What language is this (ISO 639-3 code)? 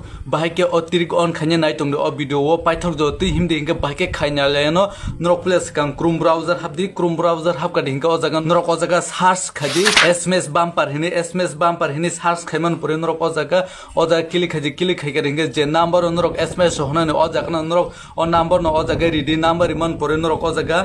trp